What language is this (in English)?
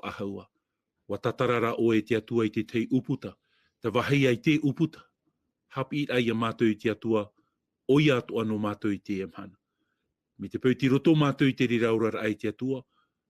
Tahitian